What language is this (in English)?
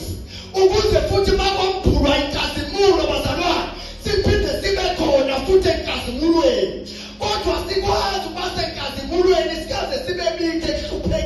Zulu